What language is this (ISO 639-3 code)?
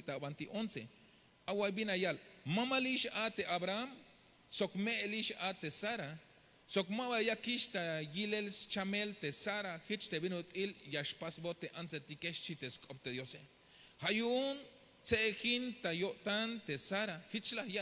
tzh